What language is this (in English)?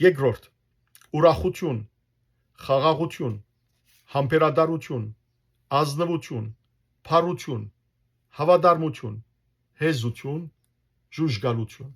Western Armenian